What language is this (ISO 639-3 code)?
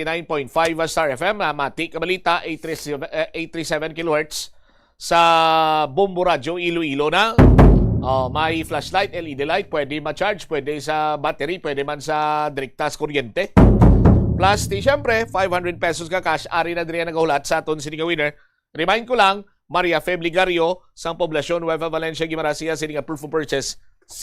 hil